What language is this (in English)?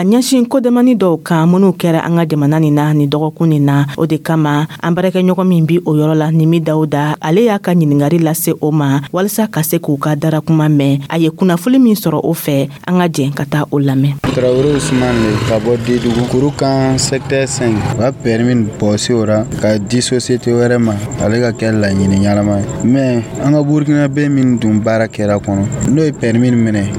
Dyula